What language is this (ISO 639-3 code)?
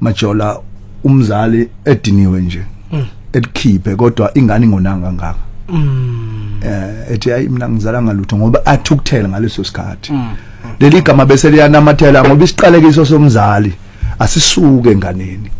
zul